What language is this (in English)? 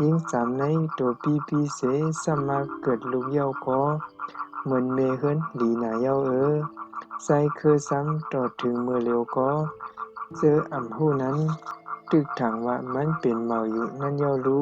Shan